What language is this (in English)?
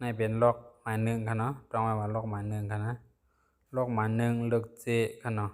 Shan